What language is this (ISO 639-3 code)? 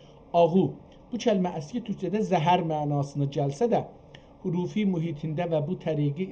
azb